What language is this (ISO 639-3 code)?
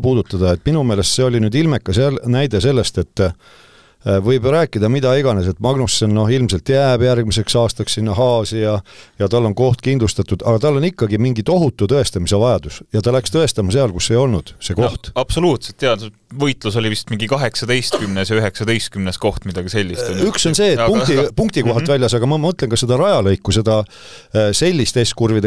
est